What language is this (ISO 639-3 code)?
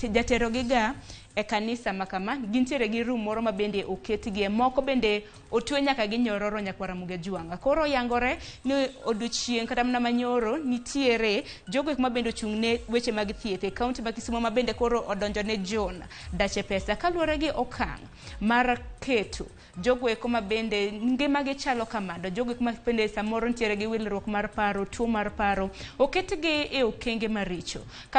luo